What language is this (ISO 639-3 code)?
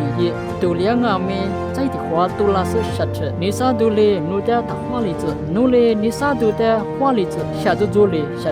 lis